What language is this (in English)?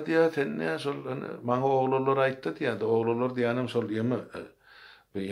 Turkmen